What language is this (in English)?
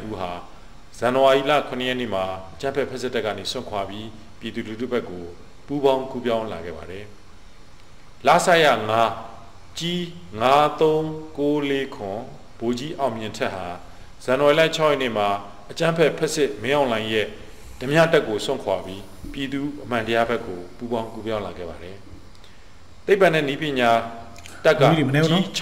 Burmese